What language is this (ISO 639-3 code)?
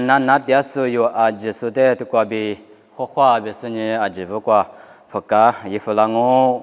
lis